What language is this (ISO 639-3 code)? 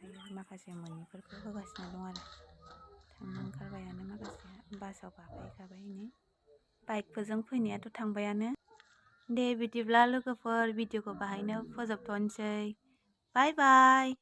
brx